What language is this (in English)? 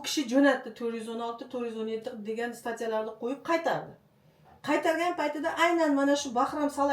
Uzbek